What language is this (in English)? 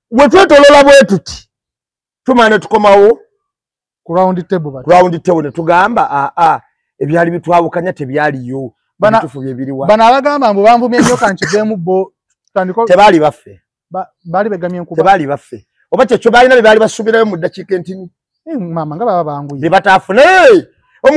Ganda